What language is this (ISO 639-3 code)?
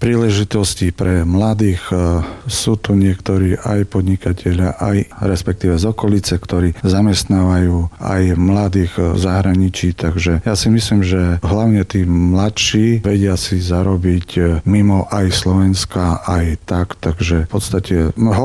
slk